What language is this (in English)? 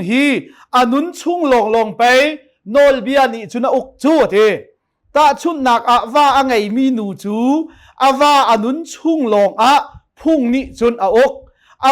Hakha Chin